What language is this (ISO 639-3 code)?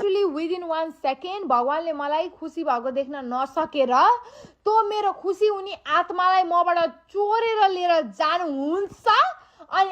nep